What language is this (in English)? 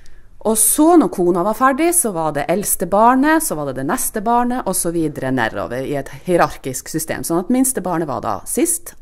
Norwegian